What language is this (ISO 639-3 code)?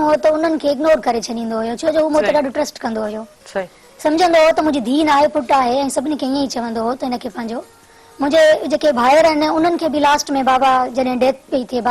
snd